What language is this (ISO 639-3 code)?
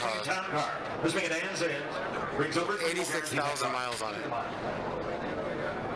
eng